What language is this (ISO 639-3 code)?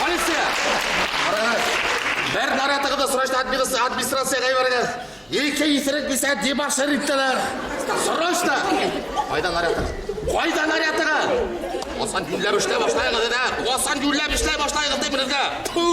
bak